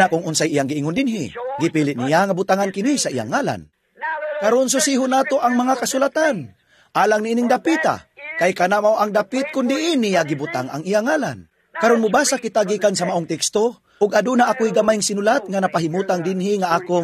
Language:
Cebuano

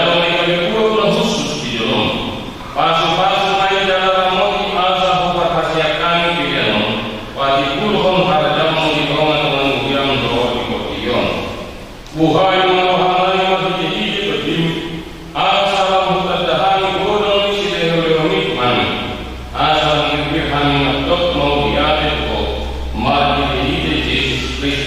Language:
Batak Toba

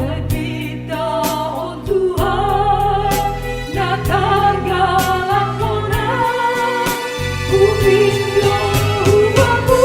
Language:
Batak Simalungun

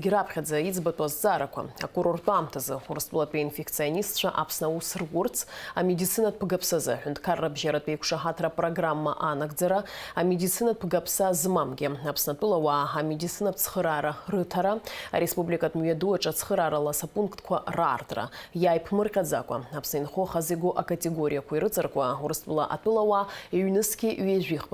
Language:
Abkhazian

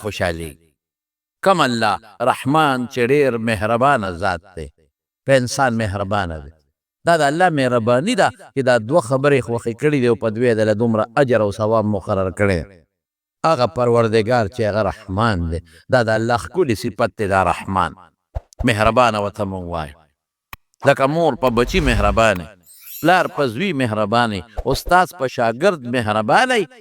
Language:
Pashto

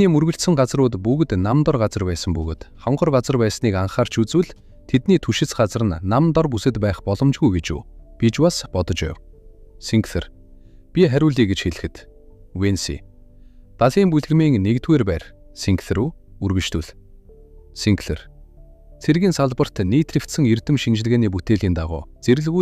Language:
Mongolian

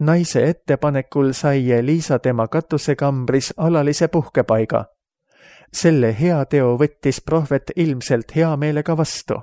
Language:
Estonian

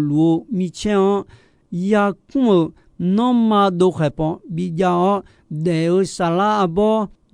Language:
Akha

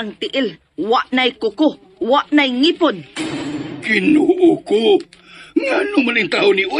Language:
Cebuano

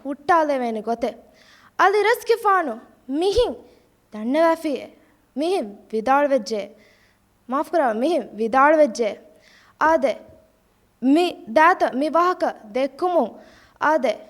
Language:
Divehi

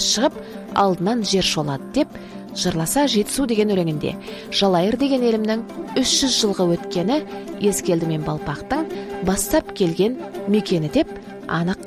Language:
Kazakh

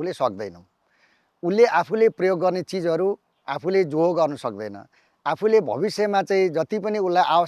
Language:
Nepali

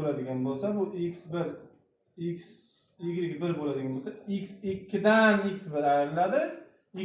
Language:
Uzbek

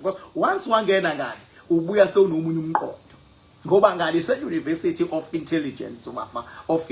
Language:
Zulu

